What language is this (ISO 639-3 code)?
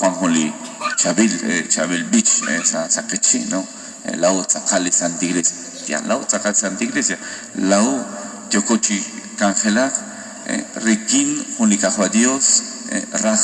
kek